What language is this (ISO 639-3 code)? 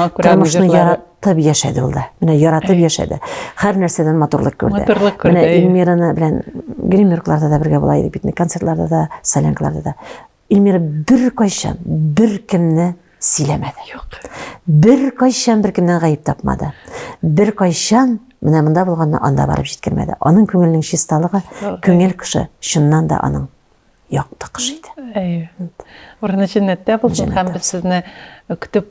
tat